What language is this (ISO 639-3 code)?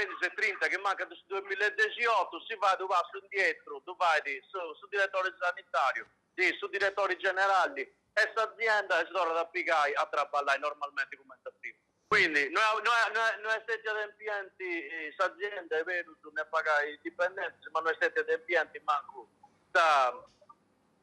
srd